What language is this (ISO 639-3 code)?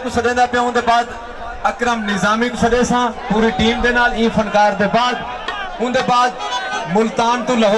skr